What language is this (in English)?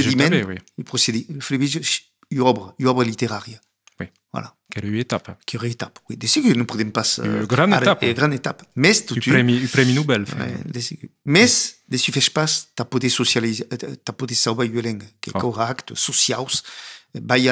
Occitan